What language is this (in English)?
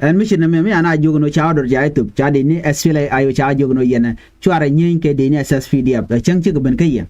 Nuer